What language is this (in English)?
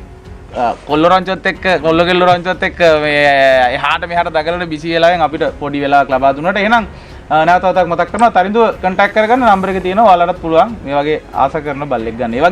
Sinhala